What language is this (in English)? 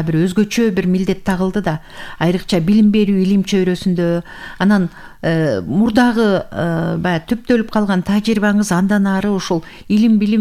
Kyrgyz